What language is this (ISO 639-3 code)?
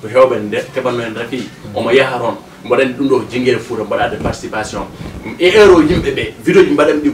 ful